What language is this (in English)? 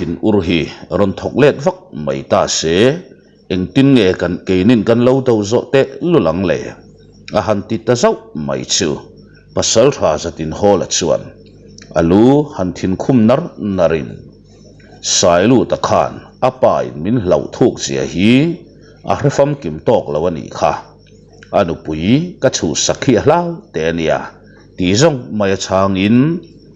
Mizo